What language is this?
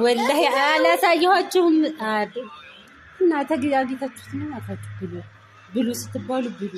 Amharic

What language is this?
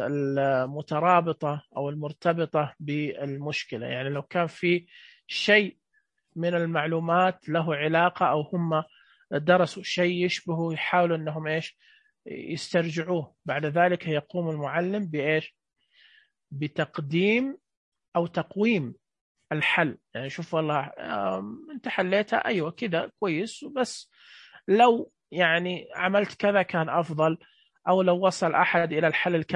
Najdi Arabic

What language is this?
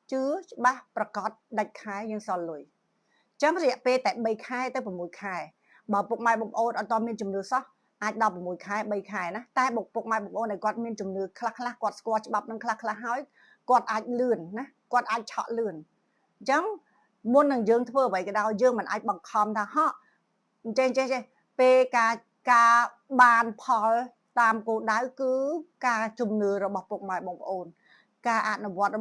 Khmer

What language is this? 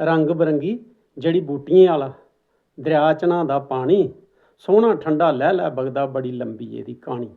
Dogri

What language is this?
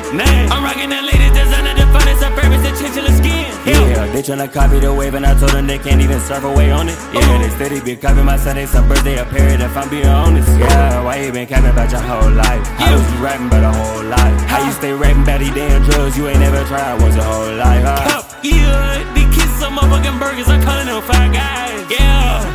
English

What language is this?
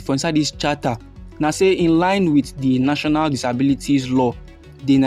Nigerian Pidgin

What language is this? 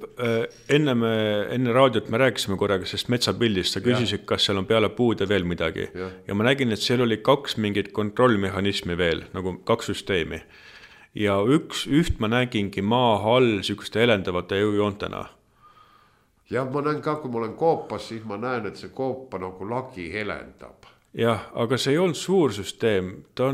Estonian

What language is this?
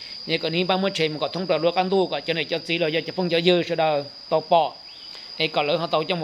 Hmong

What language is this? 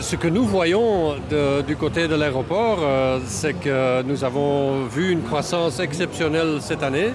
Luxembourgish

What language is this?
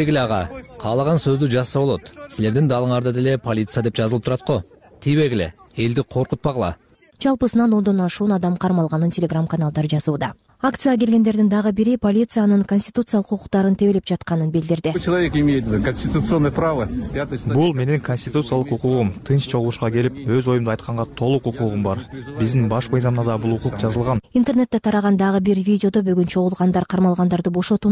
Kyrgyz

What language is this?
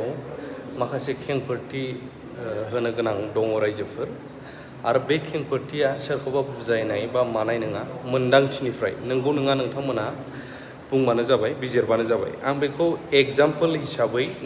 Bodo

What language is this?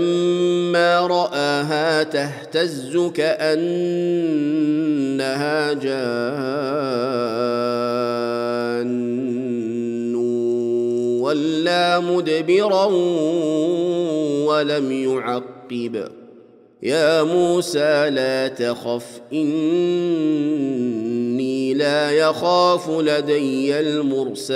Arabic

